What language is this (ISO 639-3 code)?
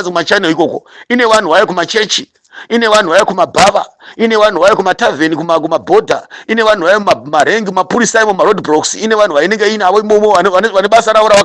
sna